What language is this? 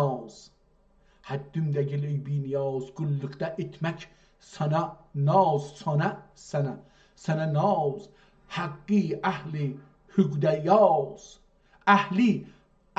South Azerbaijani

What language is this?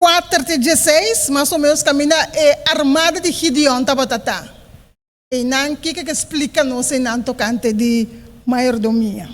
Papiamento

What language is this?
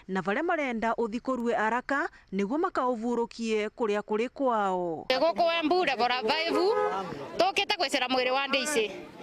Meru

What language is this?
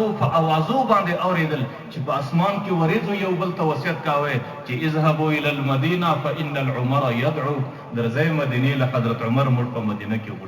Pashto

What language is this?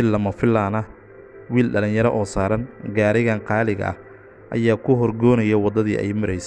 Somali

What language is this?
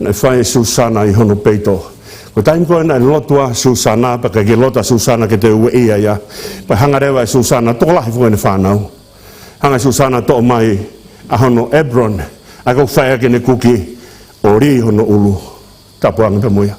Tongan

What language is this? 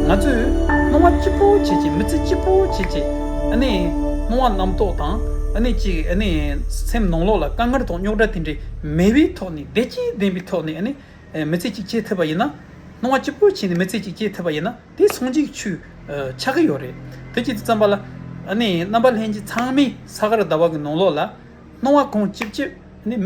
Tibetan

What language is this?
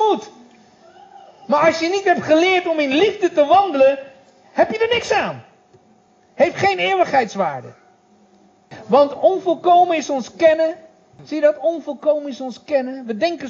Dutch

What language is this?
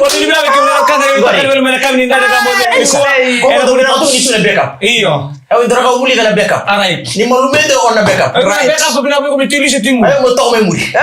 Fijian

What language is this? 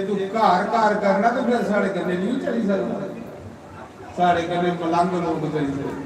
Dogri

